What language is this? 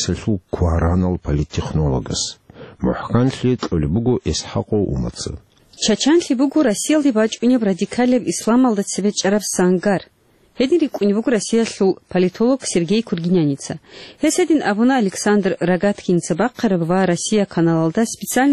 Avaric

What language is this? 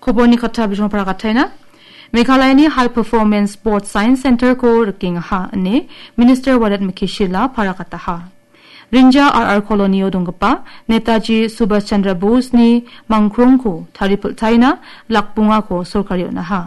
Garo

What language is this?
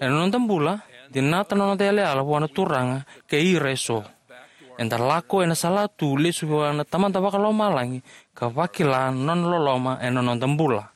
Fijian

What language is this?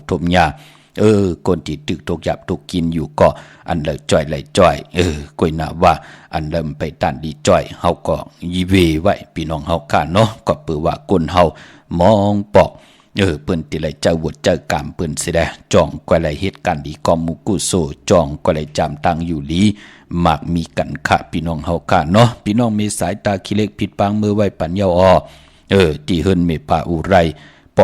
Shan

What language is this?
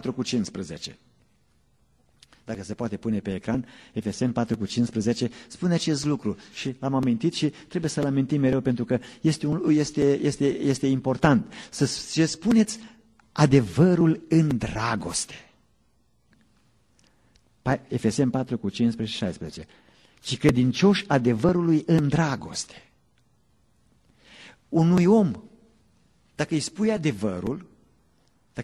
Romanian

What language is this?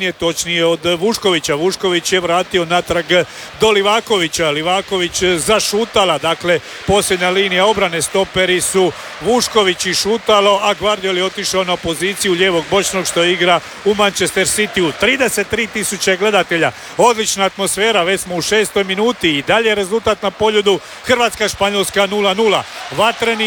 Croatian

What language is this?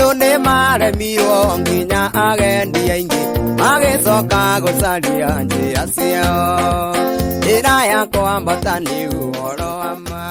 Kikuyu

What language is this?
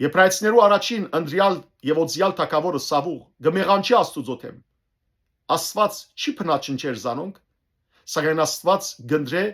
Western Armenian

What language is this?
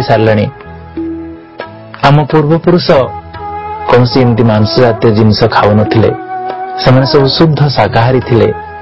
Odia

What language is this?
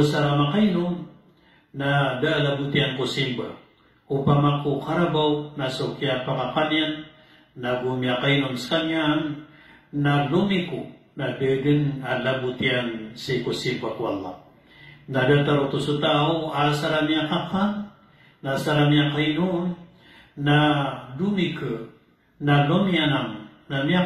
Maranao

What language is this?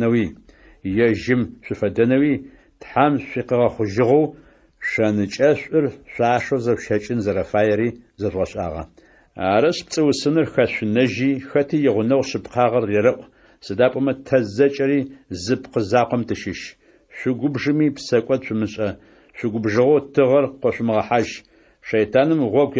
Adyghe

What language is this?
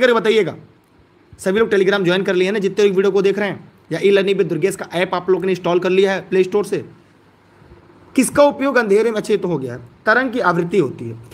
Hindi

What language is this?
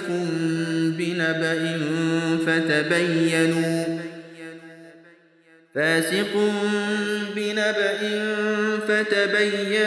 Arabic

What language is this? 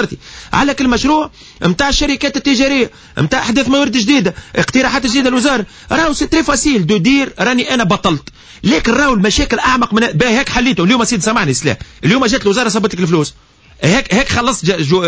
Tunisian Arabic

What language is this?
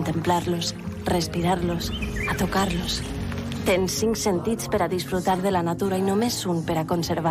Catalan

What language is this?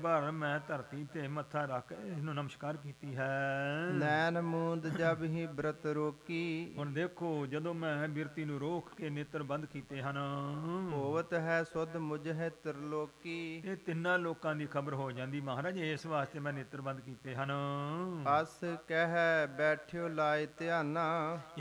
Punjabi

